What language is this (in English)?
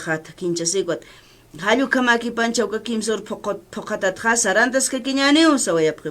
Aymara